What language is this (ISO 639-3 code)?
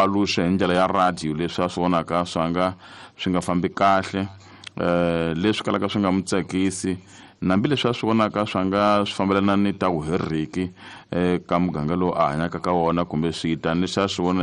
tso